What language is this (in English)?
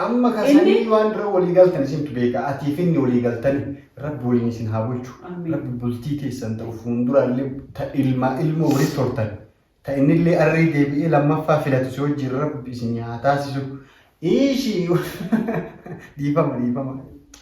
Oromo